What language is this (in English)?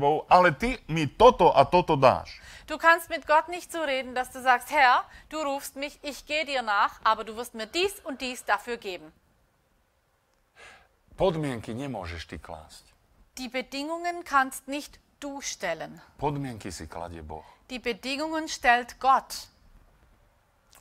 Slovak